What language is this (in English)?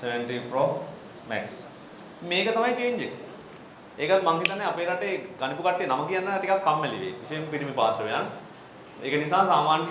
Sinhala